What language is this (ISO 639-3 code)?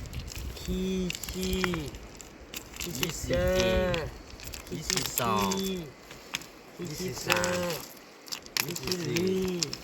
ksw